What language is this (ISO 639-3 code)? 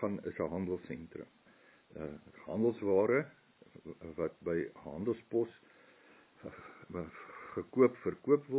afr